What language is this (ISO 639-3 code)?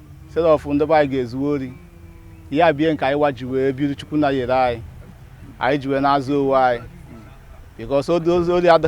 ibo